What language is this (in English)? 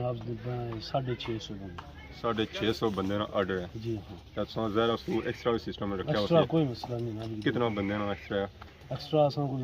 Pahari-Potwari